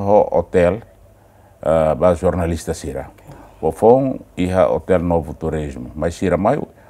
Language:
Tetum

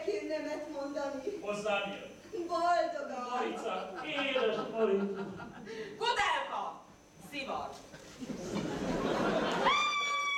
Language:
Hungarian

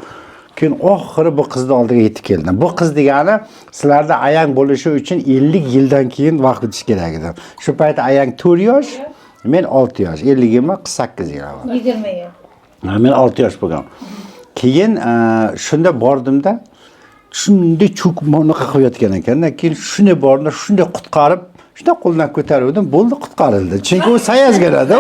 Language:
Uzbek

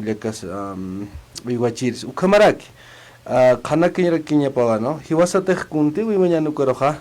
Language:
Aymara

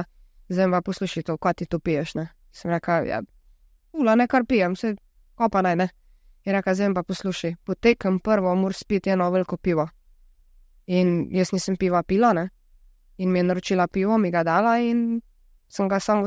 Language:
Slovenian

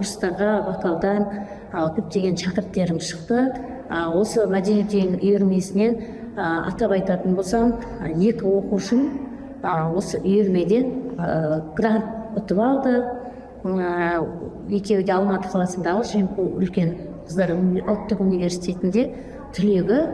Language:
Kazakh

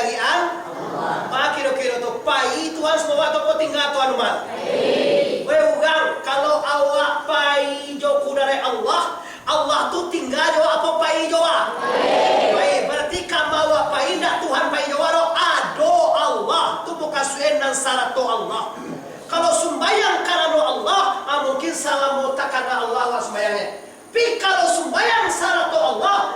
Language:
Minangkabau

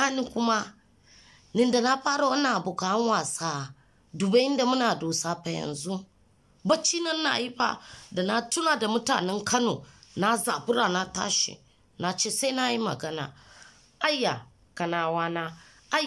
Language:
Hausa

